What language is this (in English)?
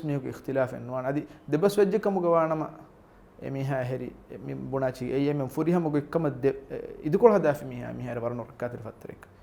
Divehi